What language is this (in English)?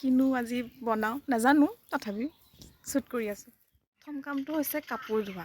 Assamese